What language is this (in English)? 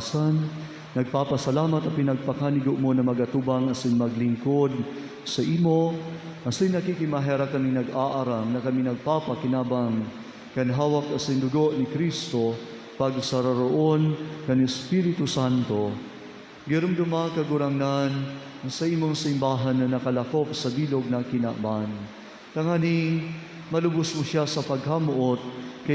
Bikol